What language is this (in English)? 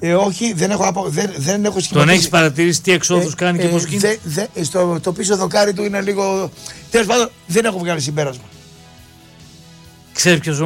Greek